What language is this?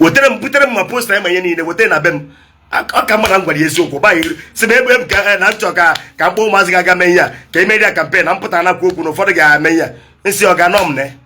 Igbo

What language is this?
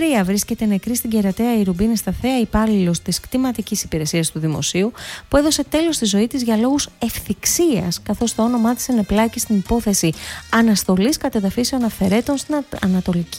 Greek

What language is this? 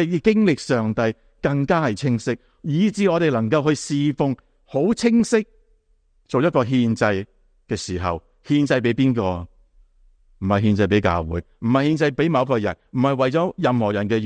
Cantonese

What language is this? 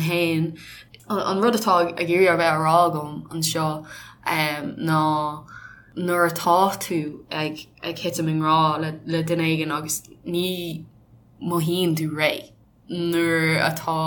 Irish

